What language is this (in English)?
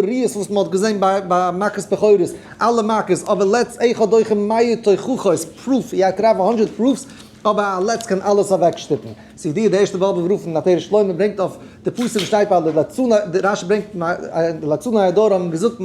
Yiddish